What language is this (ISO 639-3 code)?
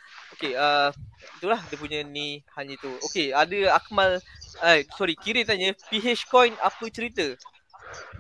msa